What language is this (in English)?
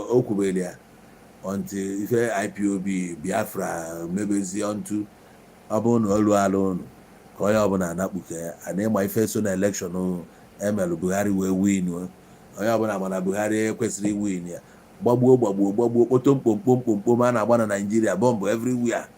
Igbo